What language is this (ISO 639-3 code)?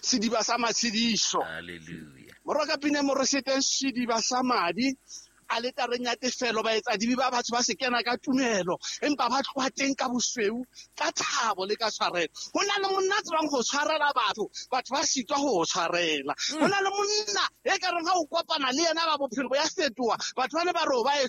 sot